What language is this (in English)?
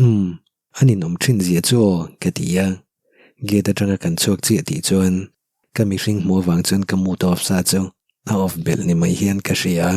Mizo